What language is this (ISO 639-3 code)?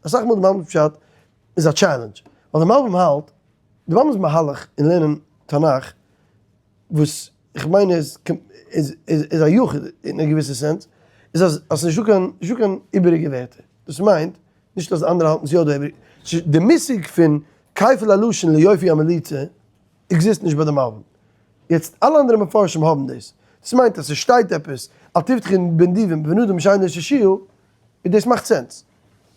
yid